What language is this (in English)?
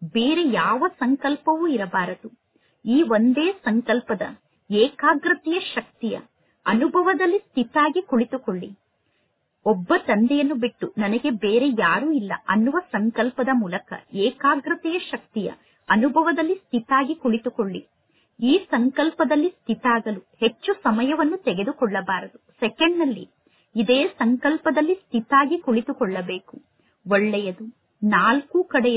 Kannada